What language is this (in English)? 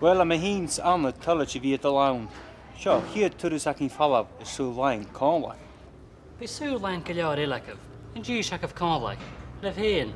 Scottish Gaelic